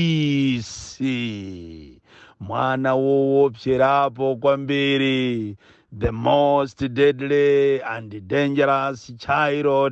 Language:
Nyanja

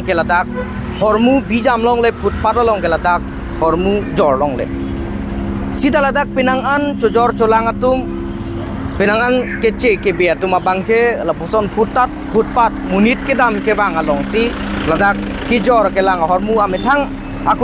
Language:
Karbi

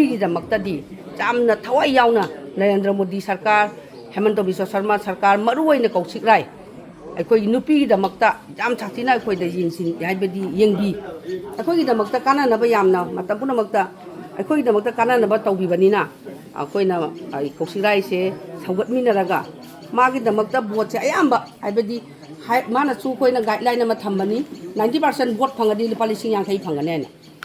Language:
Manipuri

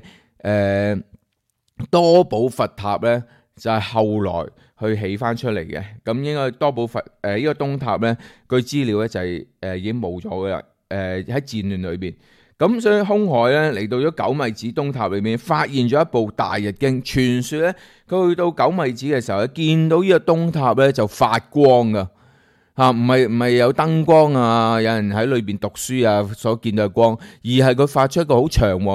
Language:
Cantonese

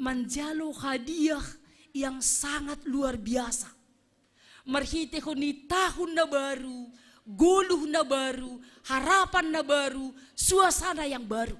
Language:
Batak Simalungun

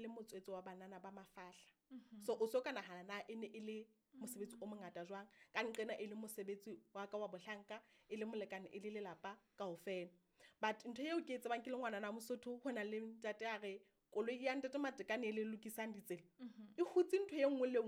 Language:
Southern Sotho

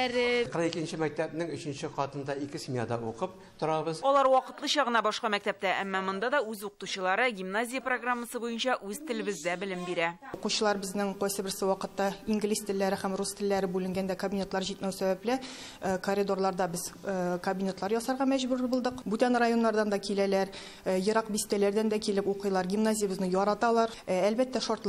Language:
Tatar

